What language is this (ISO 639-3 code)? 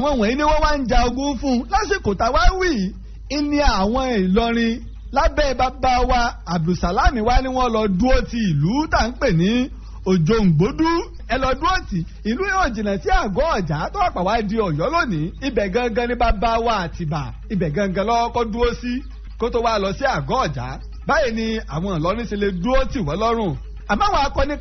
yor